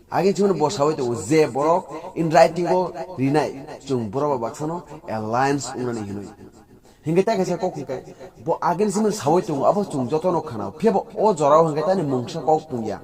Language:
Kok Borok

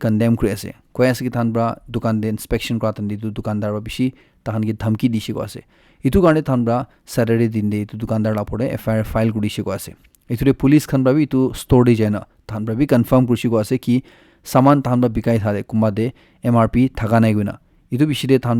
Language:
Naga Pidgin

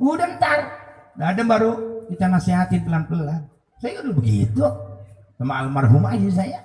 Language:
Betawi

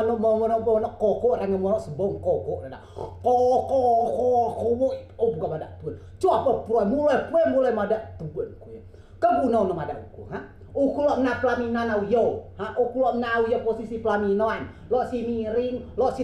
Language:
Rejang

